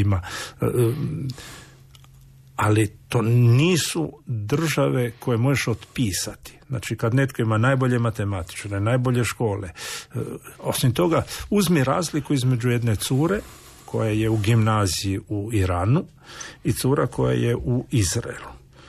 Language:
Croatian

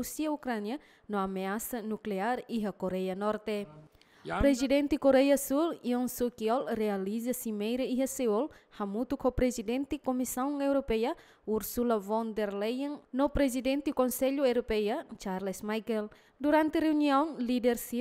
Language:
Tetum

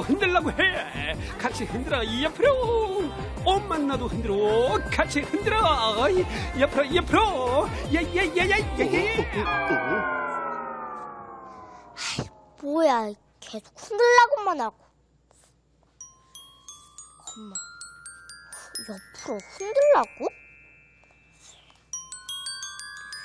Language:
Korean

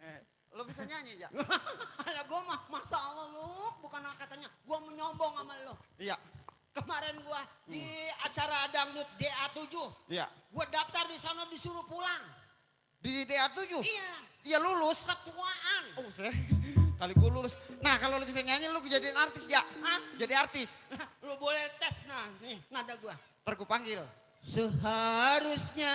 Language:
Betawi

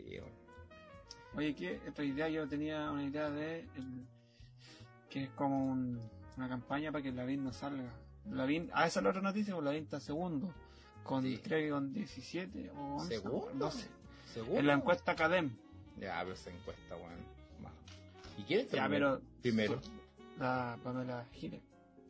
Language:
Spanish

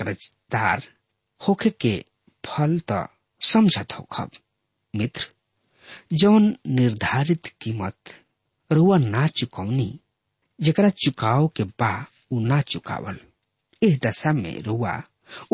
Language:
Bhojpuri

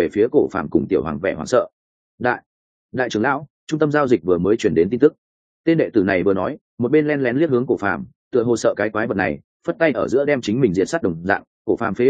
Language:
Vietnamese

